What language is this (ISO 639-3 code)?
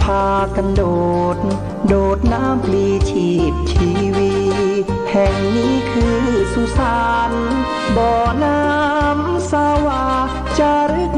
pli